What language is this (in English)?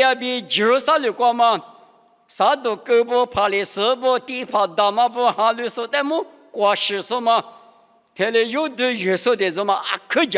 Lisu